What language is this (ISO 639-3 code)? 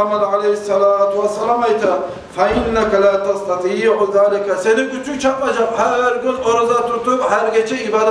kum